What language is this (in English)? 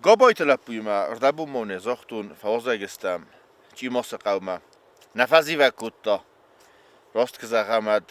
Ossetic